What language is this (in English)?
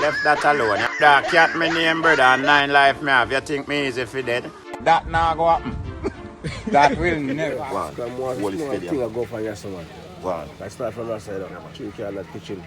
Jamaican Creole English